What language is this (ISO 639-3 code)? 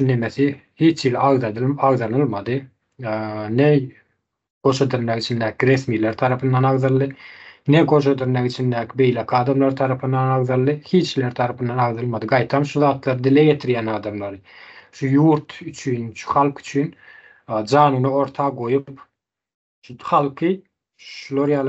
tuk